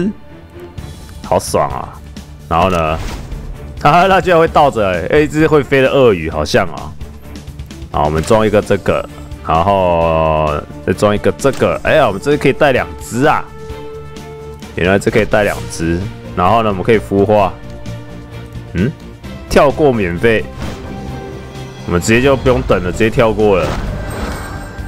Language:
Chinese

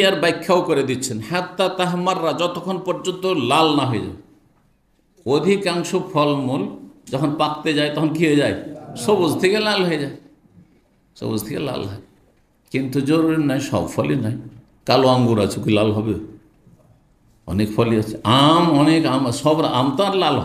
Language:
Bangla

